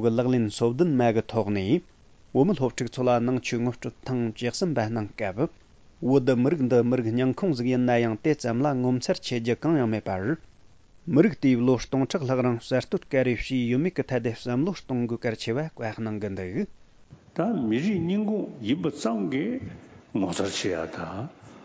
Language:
Tibetan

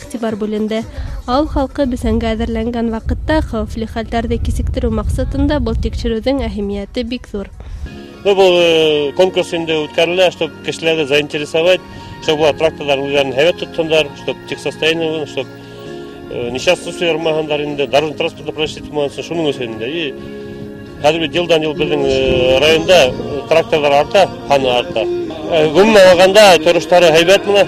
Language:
Bashkir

